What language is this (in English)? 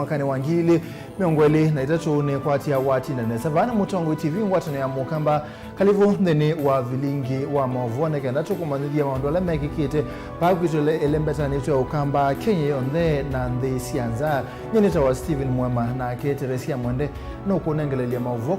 Kamba